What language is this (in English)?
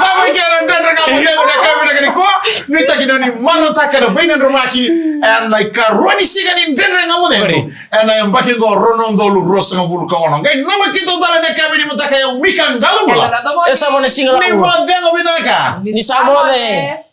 Fijian